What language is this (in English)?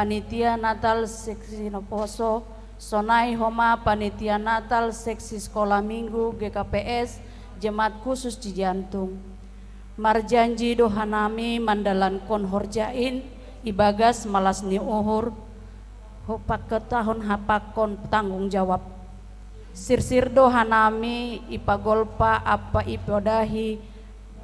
Batak Simalungun